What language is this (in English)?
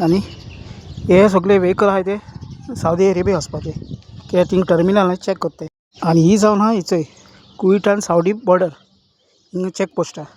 Konkani